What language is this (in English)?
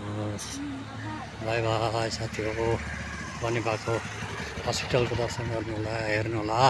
Nepali